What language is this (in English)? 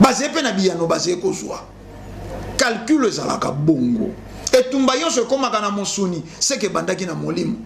Lingala